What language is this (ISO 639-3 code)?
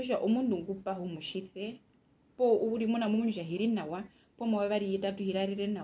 her